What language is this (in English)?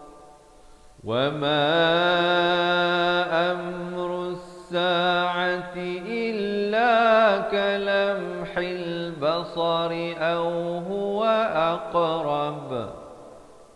Malay